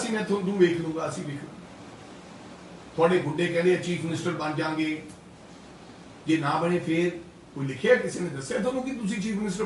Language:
Punjabi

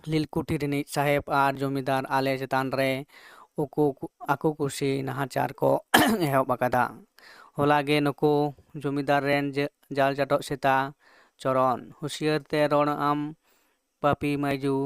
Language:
Santali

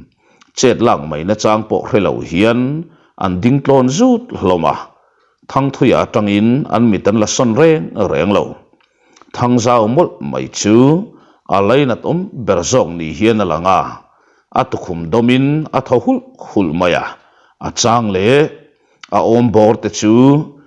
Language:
Mizo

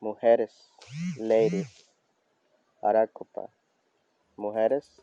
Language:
Bribri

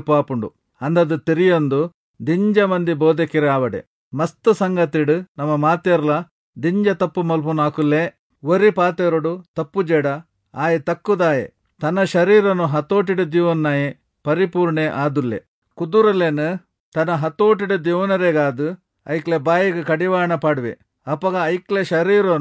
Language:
Tulu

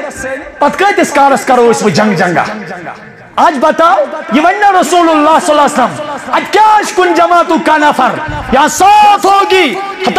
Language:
Kashmiri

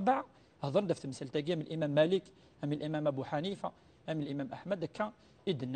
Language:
Kabyle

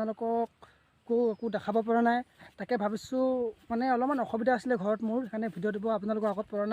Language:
Assamese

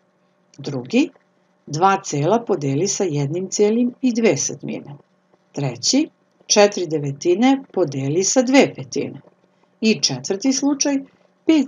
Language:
Serbian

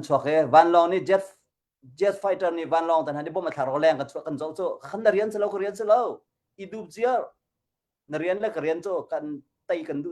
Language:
Hakha Chin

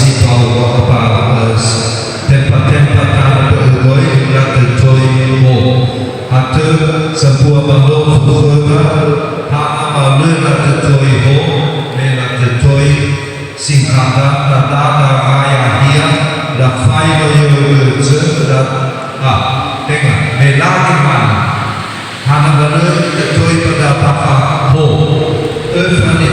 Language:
Nias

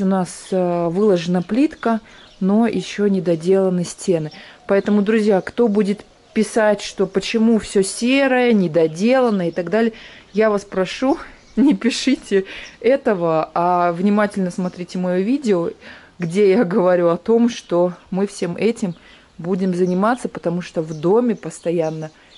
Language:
Russian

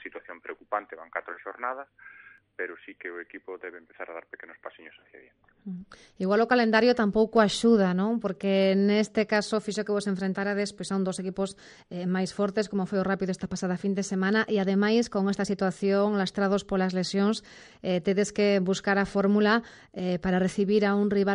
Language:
Galician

